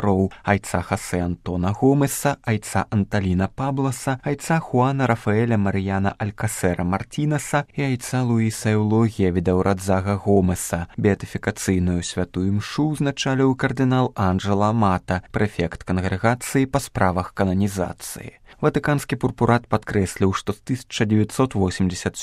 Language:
Belarusian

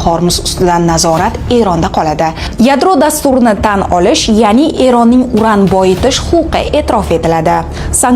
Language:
Uzbek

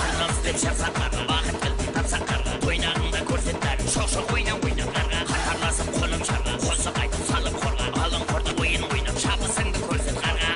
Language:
Kara-Kalpak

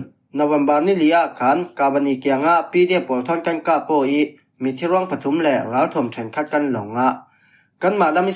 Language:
Falam Chin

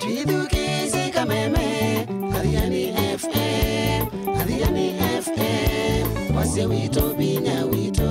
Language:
Kamba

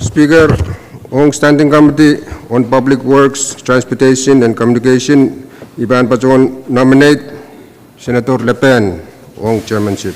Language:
Pohnpeian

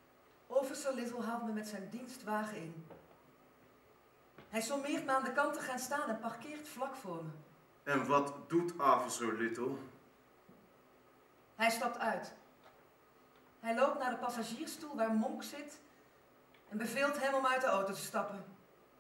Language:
Dutch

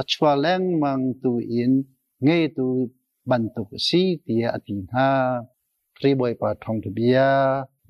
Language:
Hakha Chin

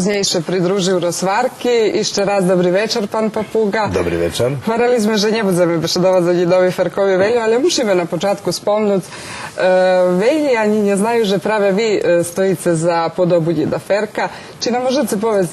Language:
Rusyn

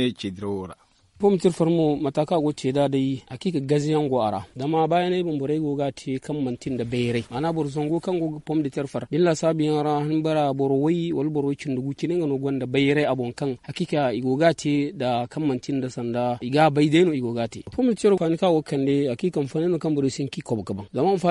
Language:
Zarma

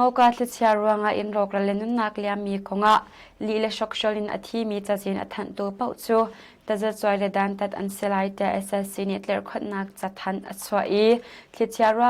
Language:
Hakha Chin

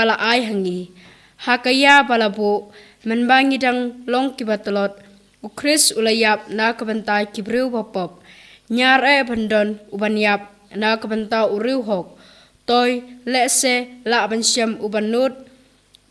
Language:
Khasi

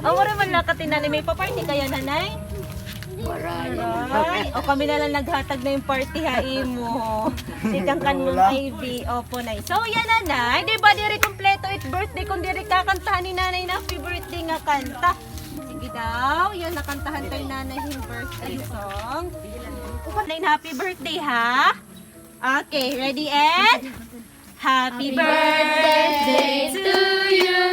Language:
Waray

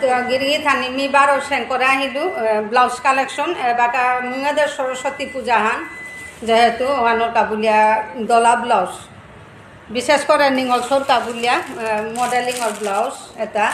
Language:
Bishnupriya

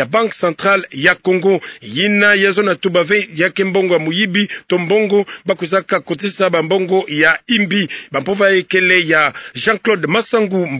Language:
Kituba (Democratic Republic of Congo)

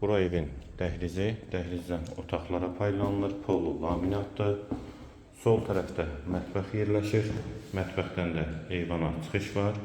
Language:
Azerbaijani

